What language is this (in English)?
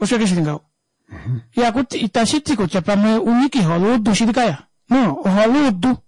Kuanyama